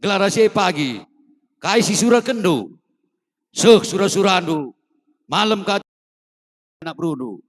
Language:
Batak Karo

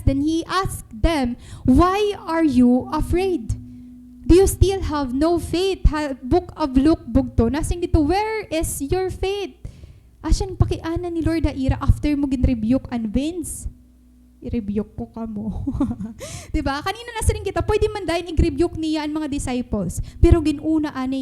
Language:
Waray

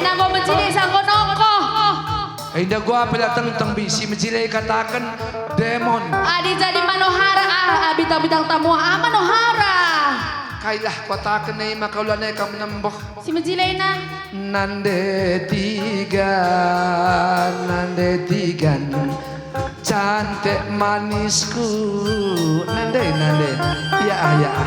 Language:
Batak Karo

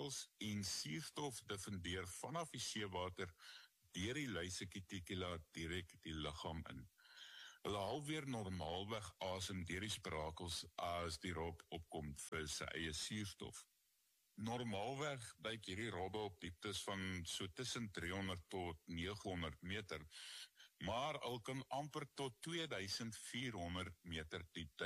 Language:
Afrikaans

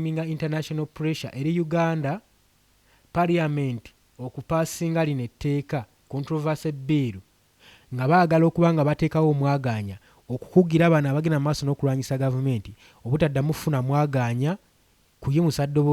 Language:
Ganda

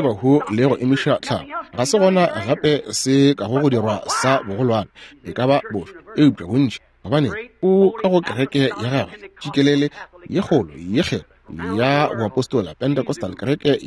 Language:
Northern Sotho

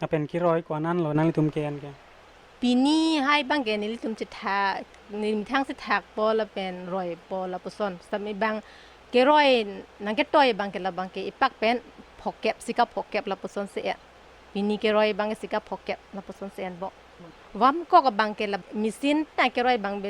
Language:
Karbi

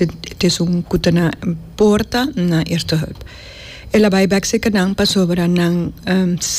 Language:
Papiamento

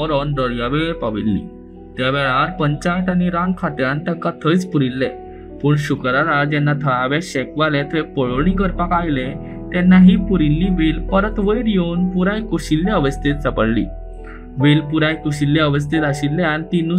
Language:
Konkani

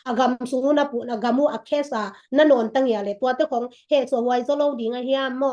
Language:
Tedim Chin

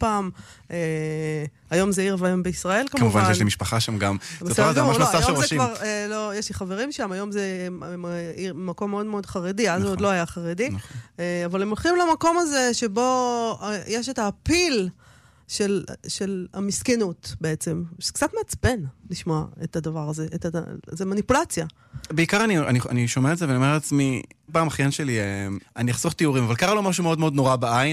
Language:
Hebrew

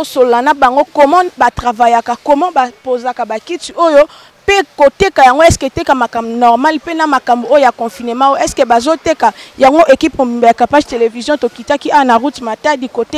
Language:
Lingala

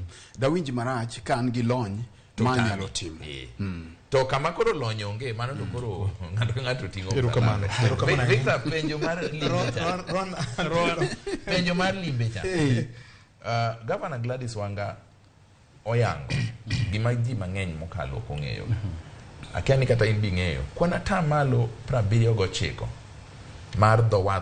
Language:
Luo (Kenya and Tanzania)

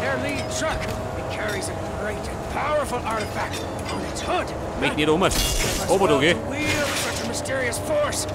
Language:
Bavarian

